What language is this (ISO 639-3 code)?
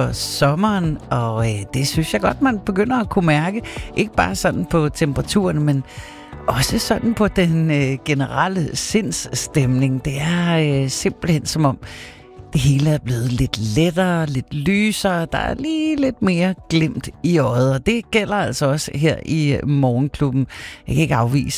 dan